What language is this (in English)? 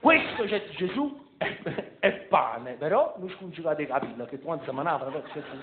Neapolitan